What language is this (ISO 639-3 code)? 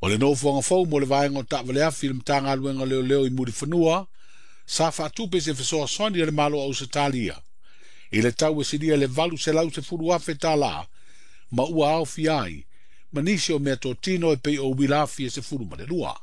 smo